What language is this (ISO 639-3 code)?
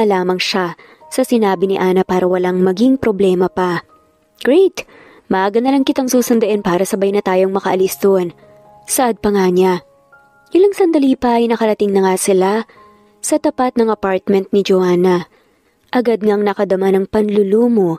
fil